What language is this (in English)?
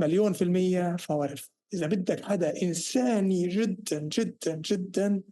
North Levantine Arabic